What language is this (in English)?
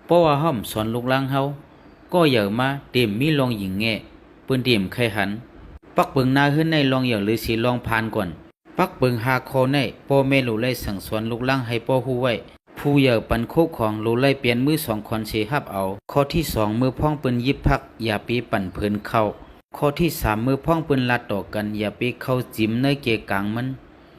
Shan